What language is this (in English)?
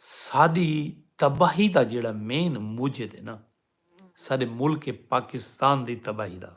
Saraiki